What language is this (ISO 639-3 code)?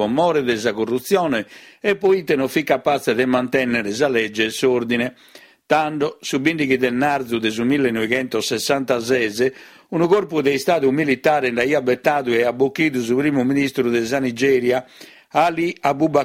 srd